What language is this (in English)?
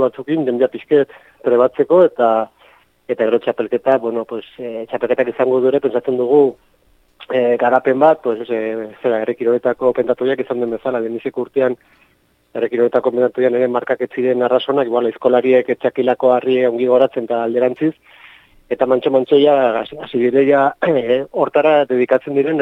Basque